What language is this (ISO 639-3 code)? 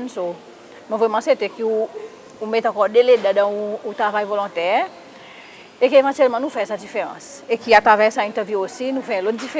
crs